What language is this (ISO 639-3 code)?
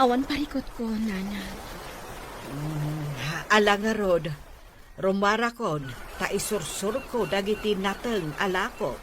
ilo